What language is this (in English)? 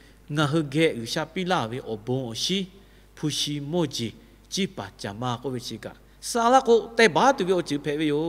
Lahu